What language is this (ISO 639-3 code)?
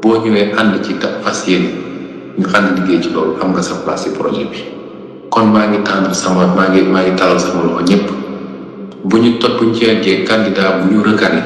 wol